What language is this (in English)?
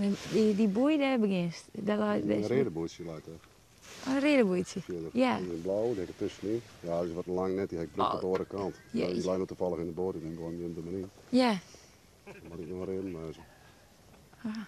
Western Frisian